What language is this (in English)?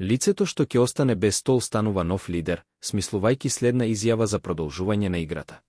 Macedonian